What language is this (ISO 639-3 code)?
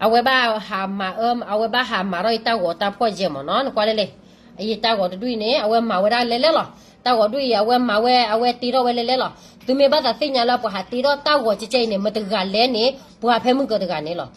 ksw